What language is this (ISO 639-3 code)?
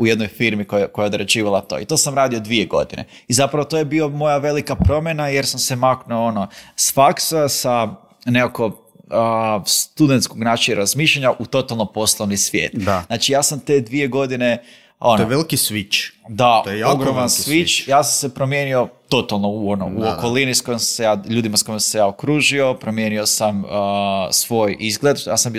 hrv